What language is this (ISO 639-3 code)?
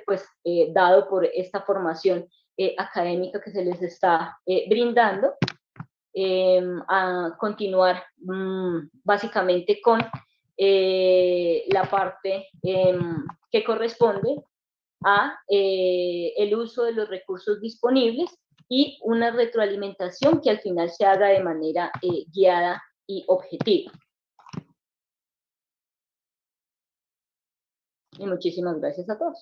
spa